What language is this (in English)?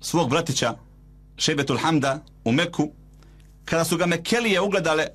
Bosnian